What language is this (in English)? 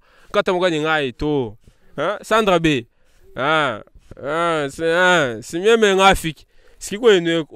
Luba-Lulua